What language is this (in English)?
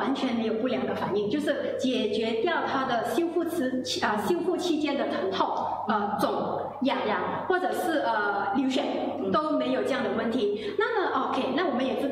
Chinese